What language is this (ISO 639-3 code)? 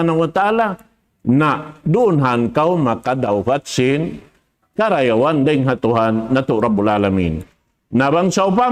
tsg